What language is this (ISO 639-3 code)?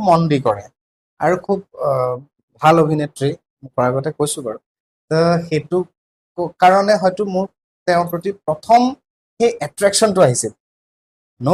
asm